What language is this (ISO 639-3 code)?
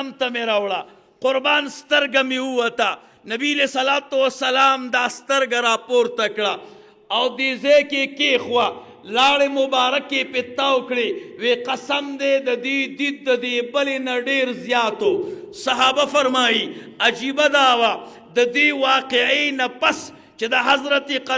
pus